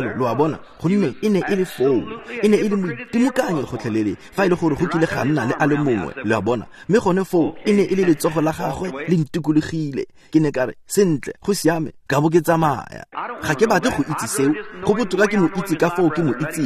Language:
Tswana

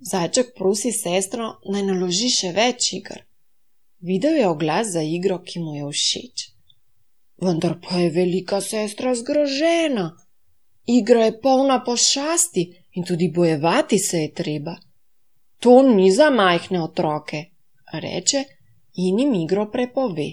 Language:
Slovenian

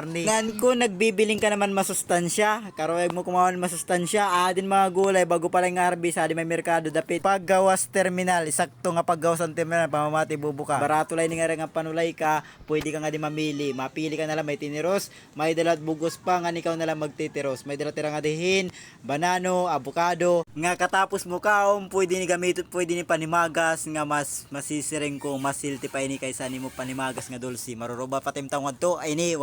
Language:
Waray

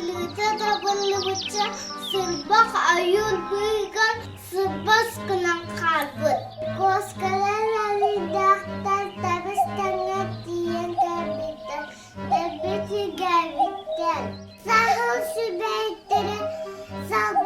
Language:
Yakut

